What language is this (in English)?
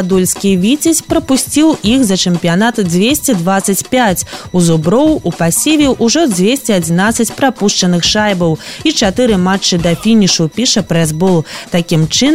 Belarusian